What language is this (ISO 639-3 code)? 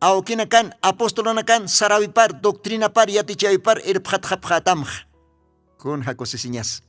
aym